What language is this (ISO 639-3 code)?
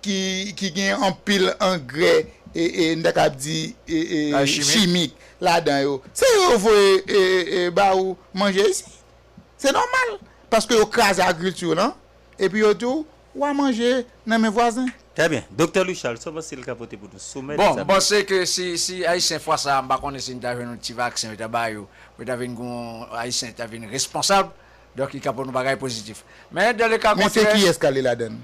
hat